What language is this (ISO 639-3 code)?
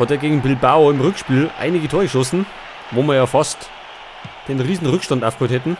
bar